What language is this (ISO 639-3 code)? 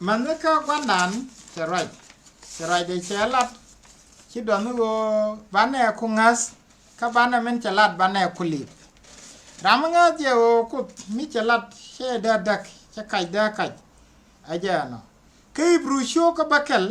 nus